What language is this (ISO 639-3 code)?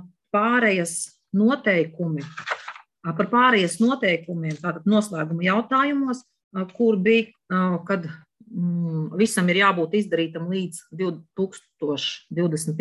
lav